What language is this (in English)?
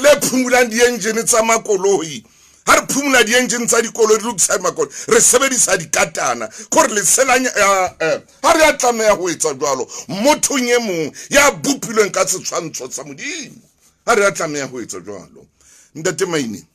Southern Sotho